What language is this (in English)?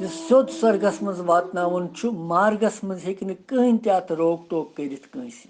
Kashmiri